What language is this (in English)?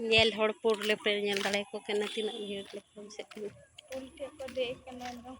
Santali